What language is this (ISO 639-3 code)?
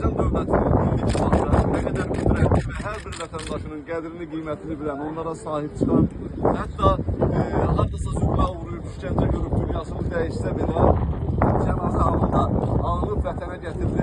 aze